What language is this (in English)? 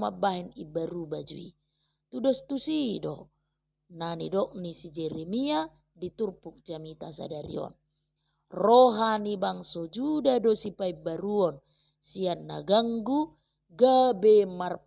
Batak Toba